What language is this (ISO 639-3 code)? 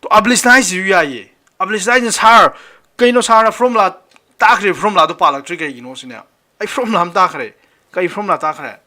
mni